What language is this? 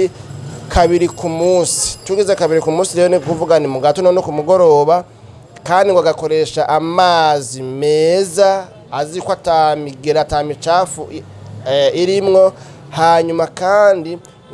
Rundi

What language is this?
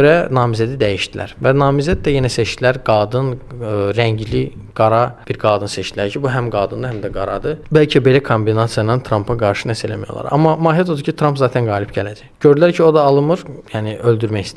Azerbaijani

